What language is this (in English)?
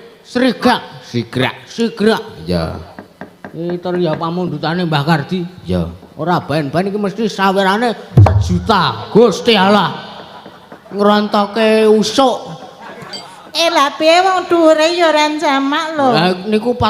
Javanese